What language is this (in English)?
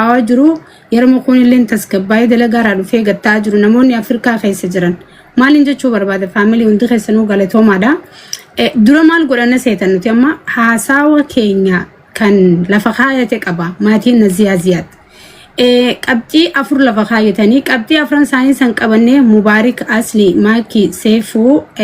Oromo